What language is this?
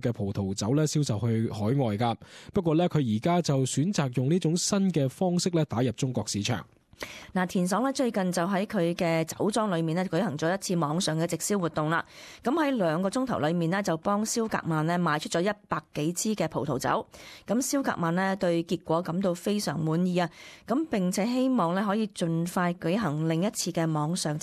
Cantonese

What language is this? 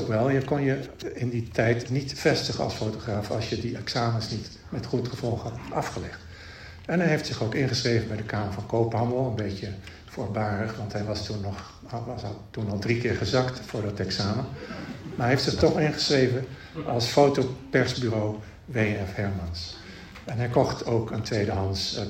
Dutch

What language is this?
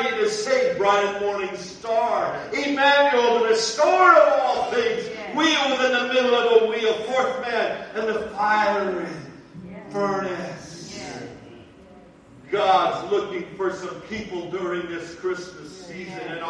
English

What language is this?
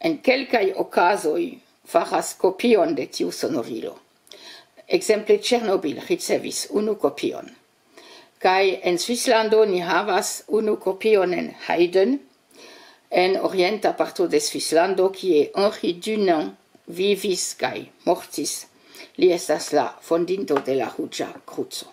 Esperanto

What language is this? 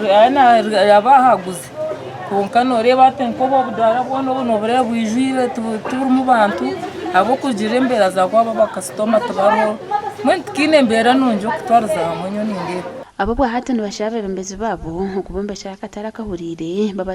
Nyankole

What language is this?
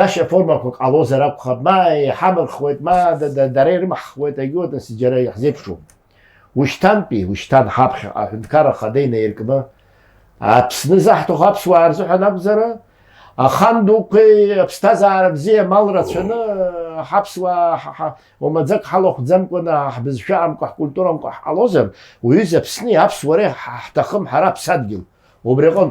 Abkhazian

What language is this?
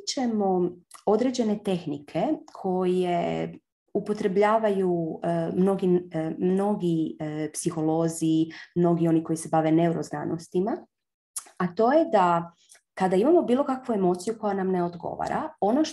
Croatian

